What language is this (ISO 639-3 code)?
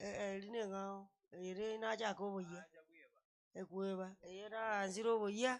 guz